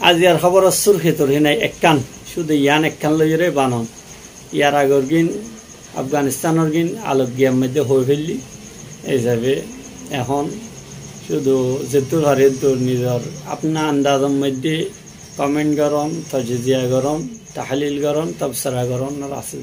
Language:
Rohingya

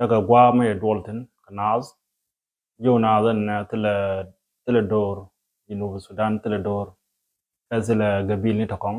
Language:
Nuer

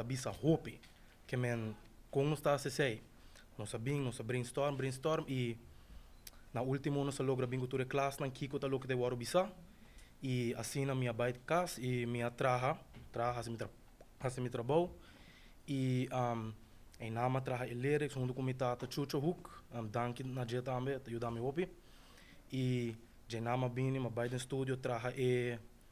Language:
Papiamento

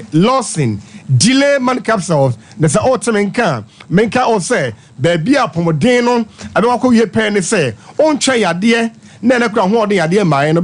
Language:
Akan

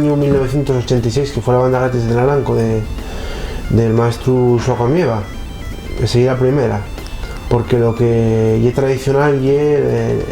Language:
Asturian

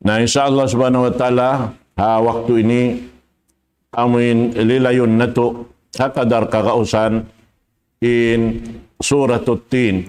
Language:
Tausug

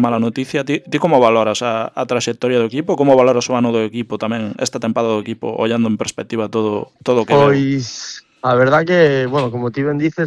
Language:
Galician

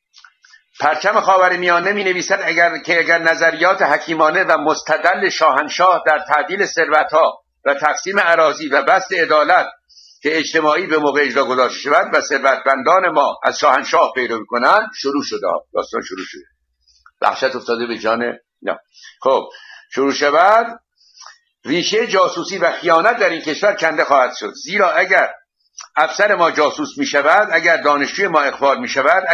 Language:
Persian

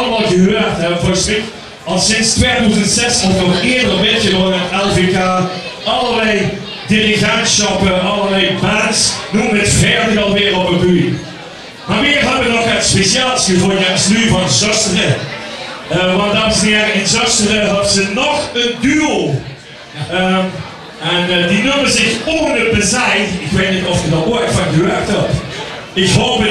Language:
Limburgish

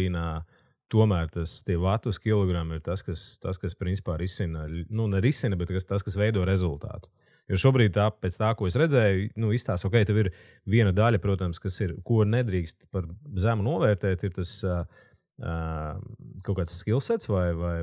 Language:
Latvian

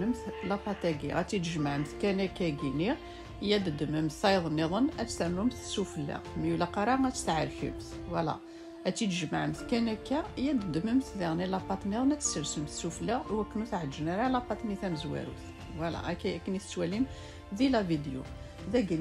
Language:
Kabyle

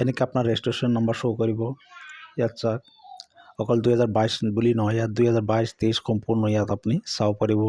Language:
Assamese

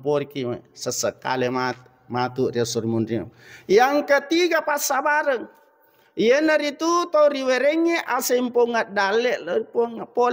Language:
Buginese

